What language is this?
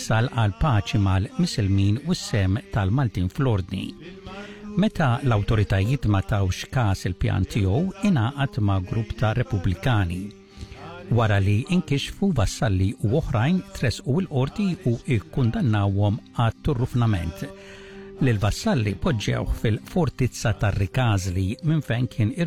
Maltese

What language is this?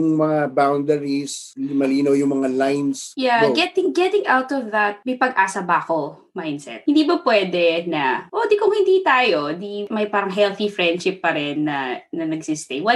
Filipino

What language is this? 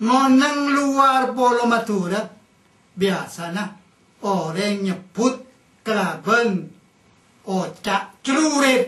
Madurese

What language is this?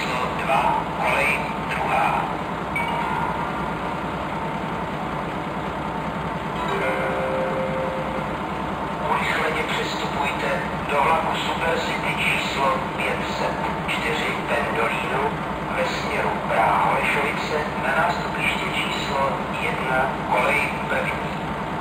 Czech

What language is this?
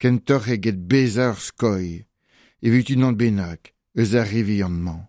Breton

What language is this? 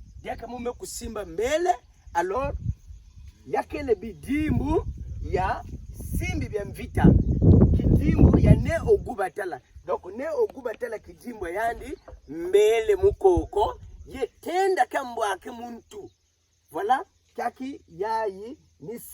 Kituba (Democratic Republic of Congo)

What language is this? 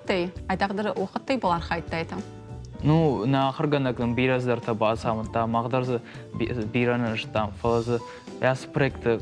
Ossetic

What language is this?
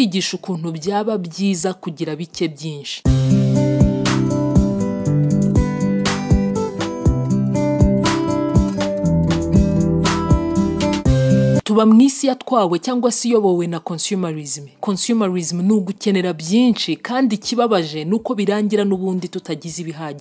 Kinyarwanda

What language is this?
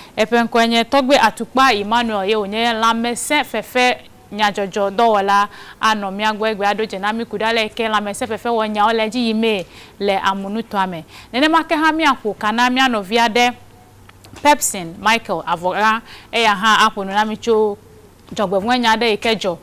Ewe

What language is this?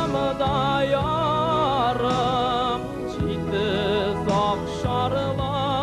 Tatar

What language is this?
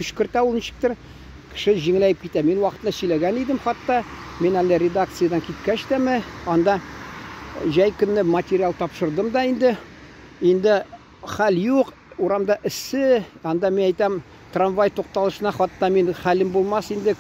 Tatar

